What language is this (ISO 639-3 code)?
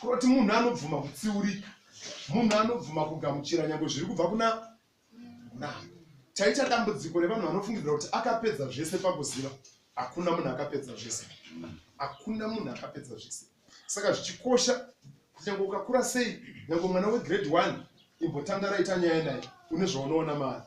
sna